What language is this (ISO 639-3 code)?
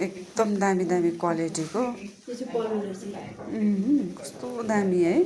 nep